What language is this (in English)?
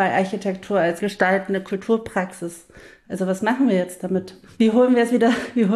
German